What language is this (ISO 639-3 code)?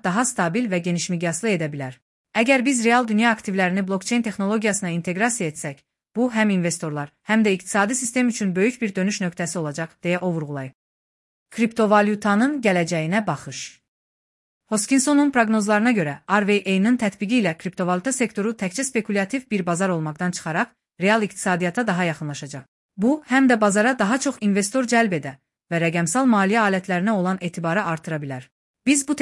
aze